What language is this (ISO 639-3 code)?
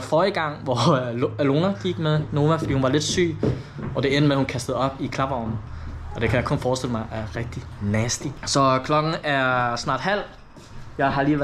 dan